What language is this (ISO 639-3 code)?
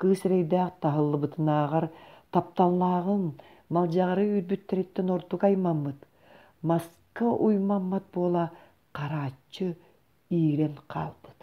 sah